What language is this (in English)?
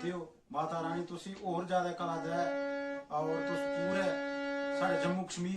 Dogri